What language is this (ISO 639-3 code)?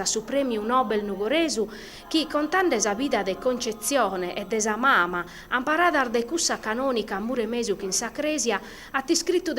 srd